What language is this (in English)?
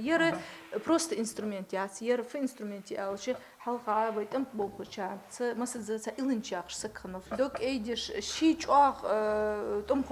Ingush